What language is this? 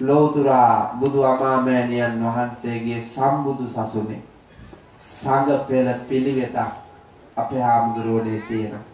Sinhala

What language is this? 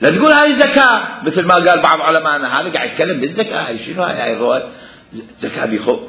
Mesopotamian Arabic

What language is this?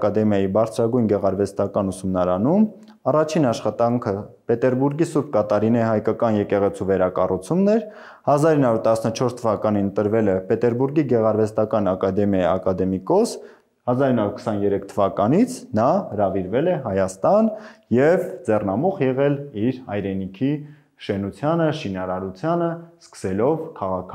Armenian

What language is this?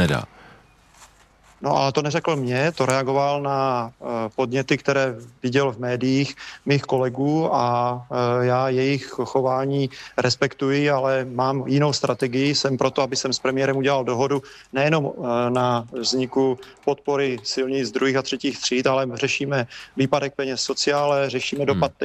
Czech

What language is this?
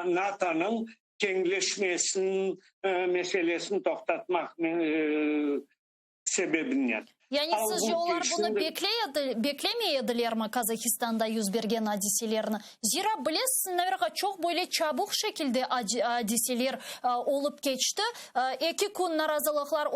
Crimean Tatar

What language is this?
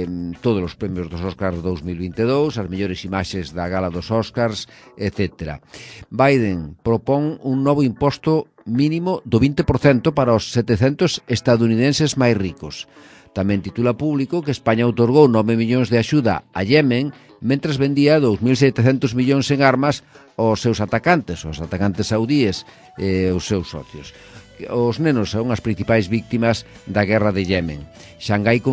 Galician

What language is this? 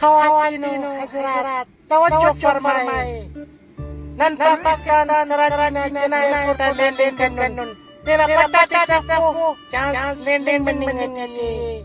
Brahui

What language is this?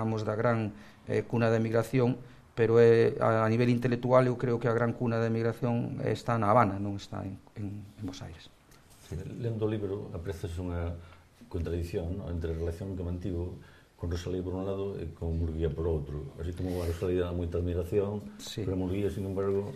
Galician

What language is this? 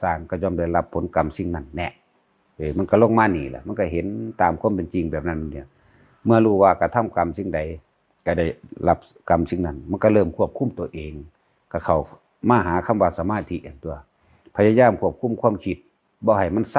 Northeastern Thai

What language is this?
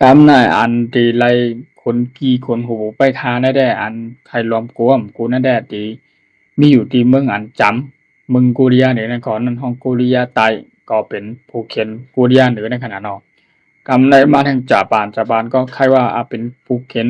Shan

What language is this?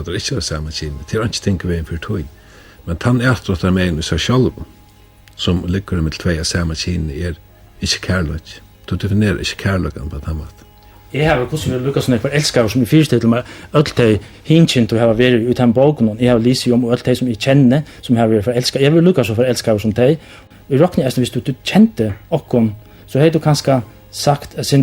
Faroese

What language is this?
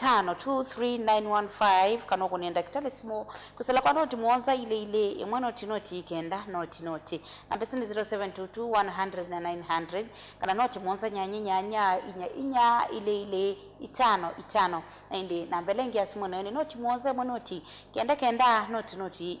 Kamba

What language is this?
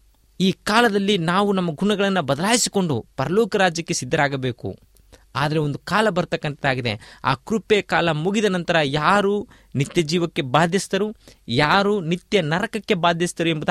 Kannada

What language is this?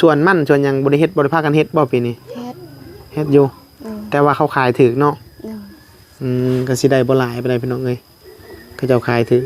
Northeastern Thai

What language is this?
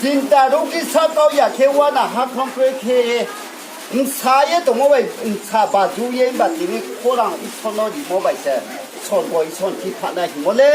Riang (India)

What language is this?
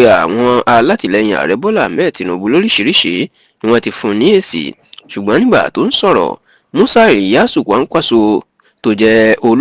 Yoruba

